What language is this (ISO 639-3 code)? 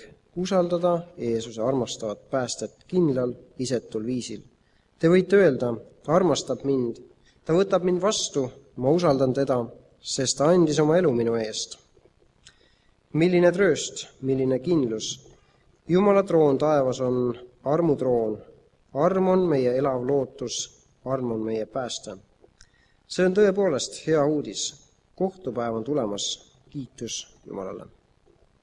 est